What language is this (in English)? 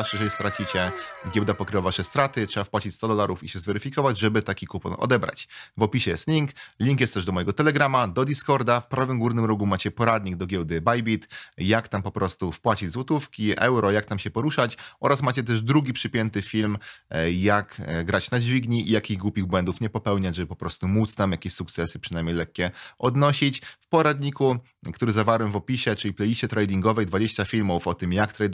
Polish